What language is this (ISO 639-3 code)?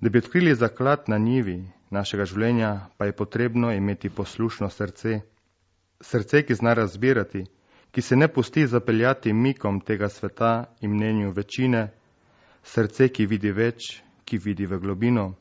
slv